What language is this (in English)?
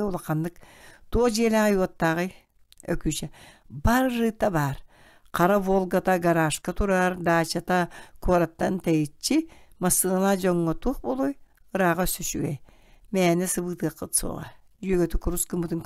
Yakut